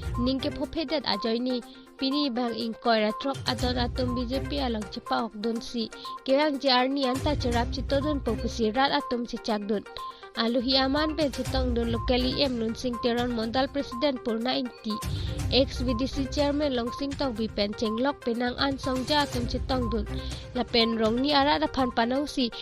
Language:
Karbi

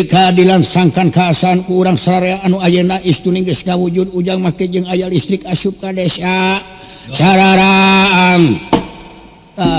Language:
Sundanese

